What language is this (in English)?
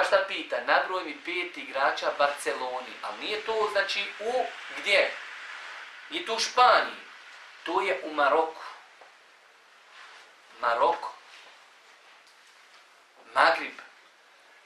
Bosnian